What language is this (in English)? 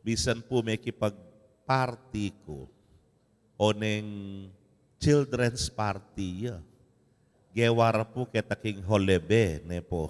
Pampanga